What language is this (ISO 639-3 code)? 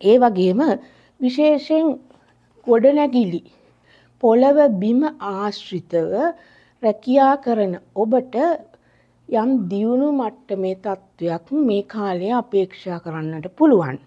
sin